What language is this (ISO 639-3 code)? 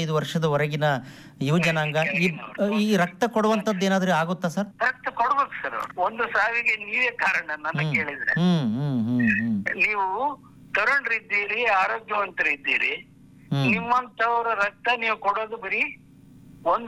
kan